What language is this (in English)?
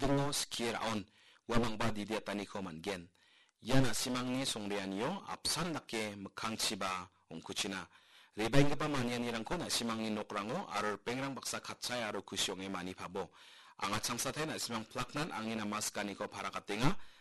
Garo